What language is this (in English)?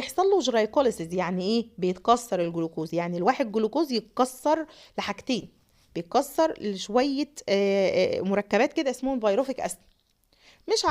Egyptian Arabic